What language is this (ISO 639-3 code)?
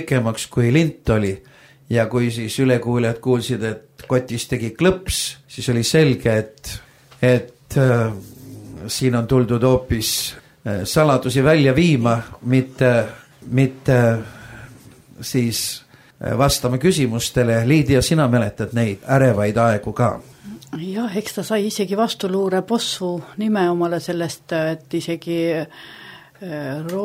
est